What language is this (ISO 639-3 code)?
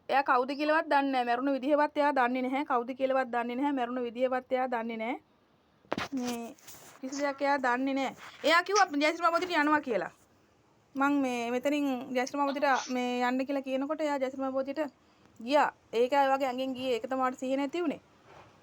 sin